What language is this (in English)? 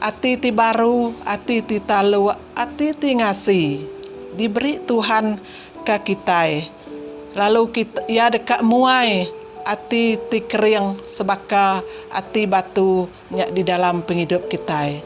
Iban